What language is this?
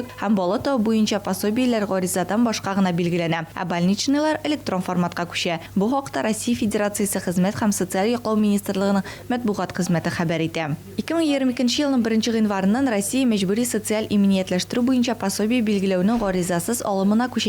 Tatar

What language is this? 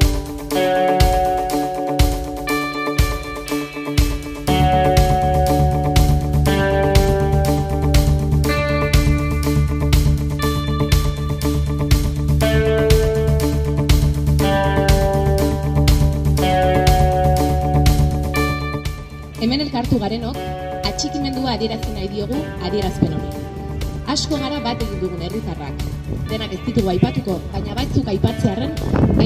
Basque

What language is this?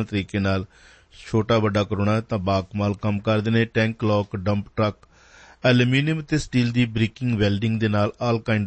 Punjabi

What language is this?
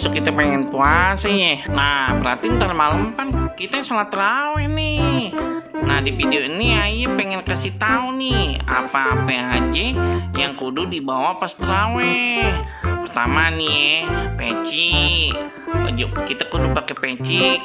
Betawi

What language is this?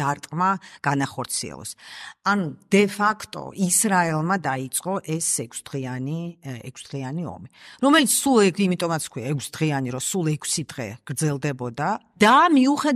Georgian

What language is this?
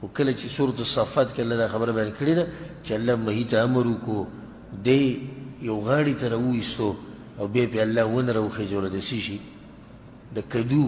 Pashto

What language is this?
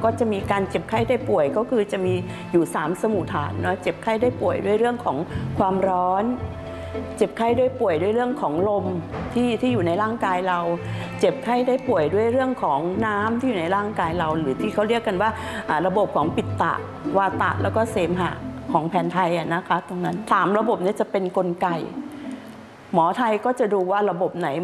Thai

